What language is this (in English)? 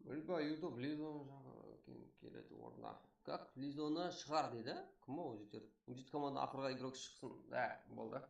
Kara-Kalpak